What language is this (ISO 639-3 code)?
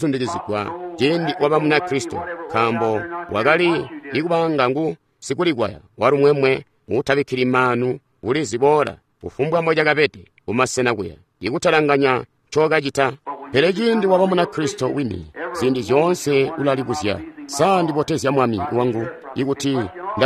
toi